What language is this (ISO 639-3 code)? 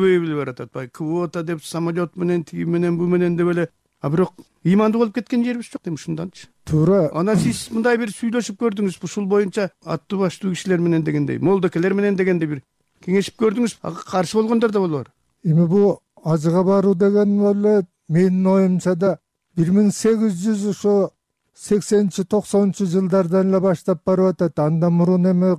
kir